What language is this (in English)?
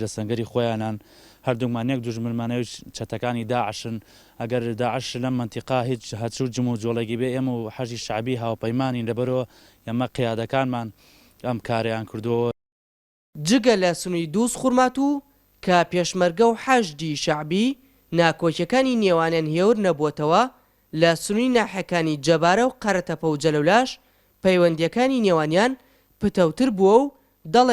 Central Kurdish